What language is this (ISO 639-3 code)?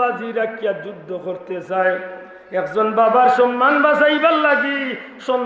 syl